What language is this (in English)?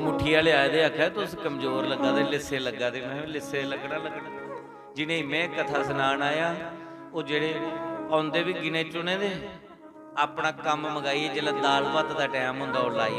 Dogri